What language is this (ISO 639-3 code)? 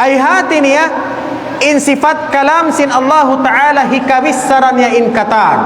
tsg